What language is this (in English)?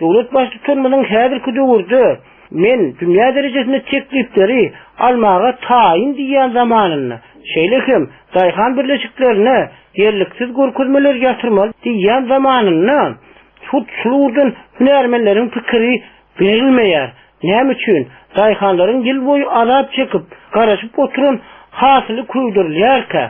Turkmen